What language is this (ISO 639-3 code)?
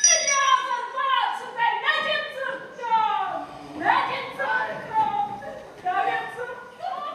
oss